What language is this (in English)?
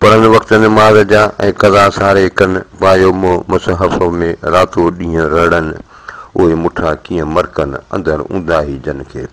Sindhi